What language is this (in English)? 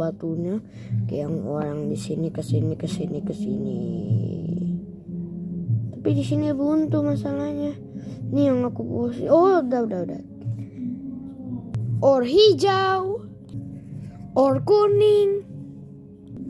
Indonesian